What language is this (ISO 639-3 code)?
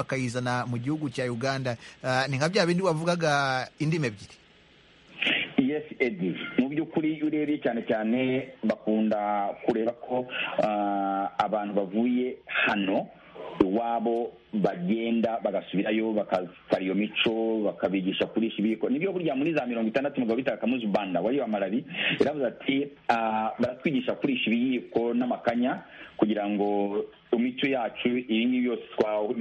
kin